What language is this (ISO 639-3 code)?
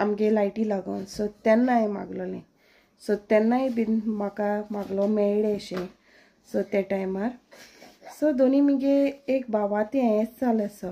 kok